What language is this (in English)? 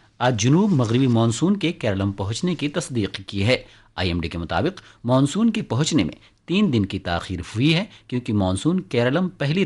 Urdu